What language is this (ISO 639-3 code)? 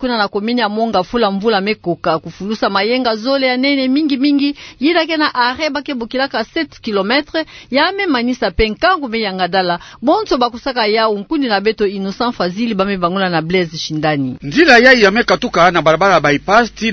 ktu